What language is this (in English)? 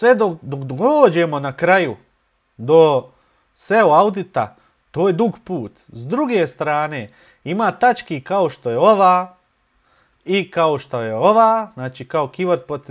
Bosnian